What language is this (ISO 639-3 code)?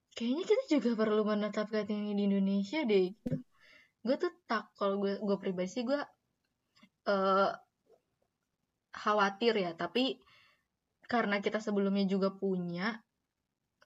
ind